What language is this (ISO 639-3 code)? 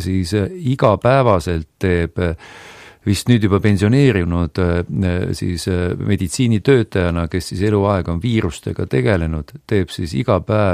est